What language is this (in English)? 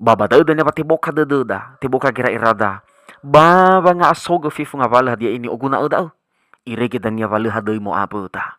Nias